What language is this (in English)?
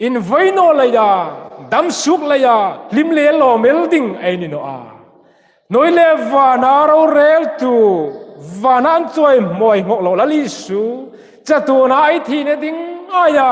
Hmar